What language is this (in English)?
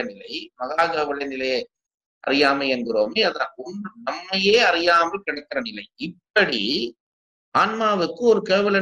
Tamil